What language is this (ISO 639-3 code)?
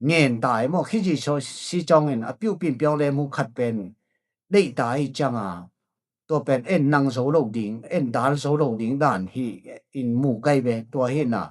ctd